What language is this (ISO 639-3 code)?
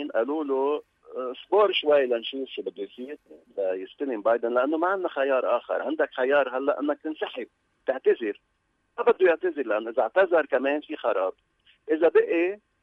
apc